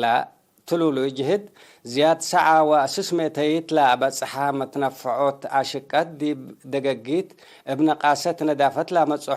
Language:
Tigre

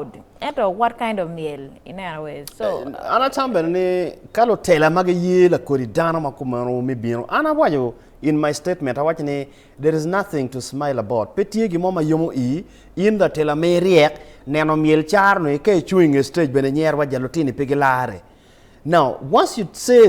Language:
Acoli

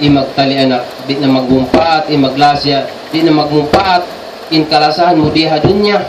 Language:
Tausug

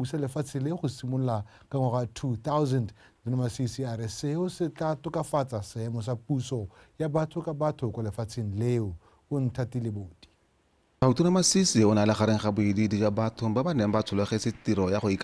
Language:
Tswana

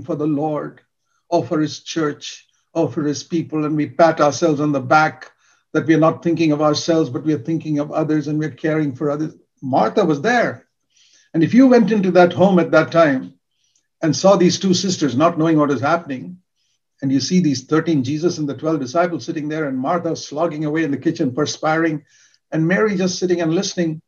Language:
English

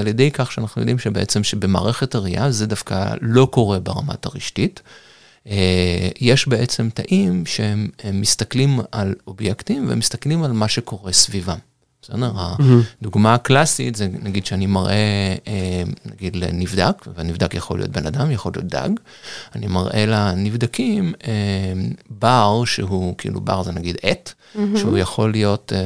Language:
Hebrew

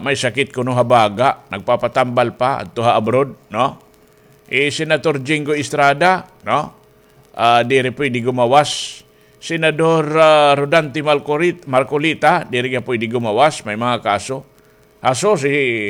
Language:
Waray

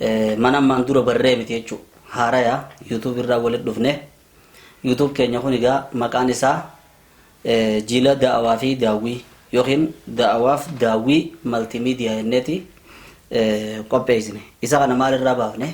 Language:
Oromo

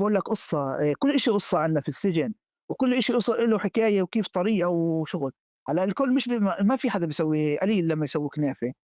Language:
North Levantine Arabic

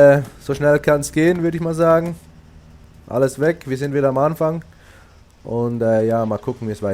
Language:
Swiss German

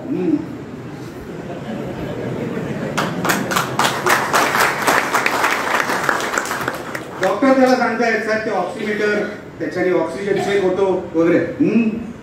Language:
Marathi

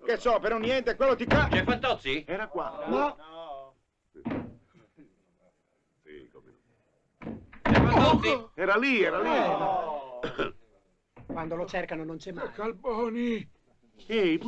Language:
Italian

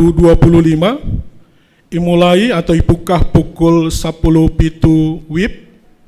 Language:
Batak Simalungun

